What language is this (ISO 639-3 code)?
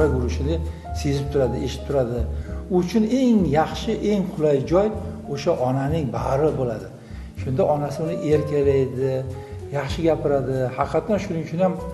uzb